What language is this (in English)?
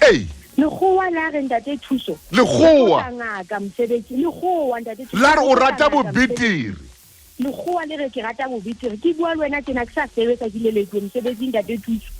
Southern Sotho